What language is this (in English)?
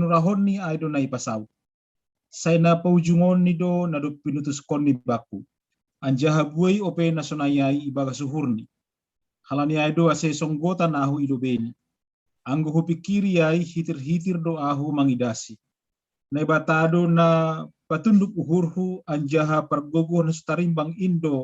Batak Simalungun